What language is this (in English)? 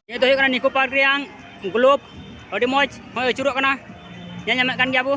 Santali